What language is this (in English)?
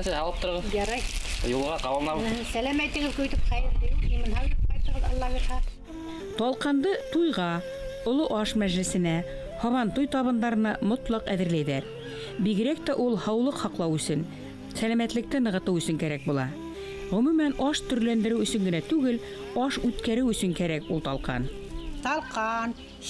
Bashkir